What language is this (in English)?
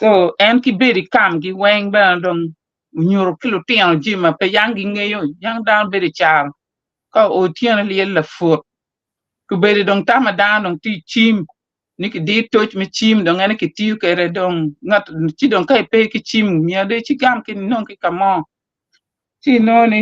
Acoli